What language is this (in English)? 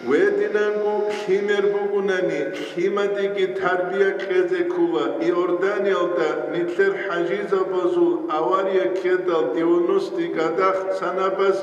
Avaric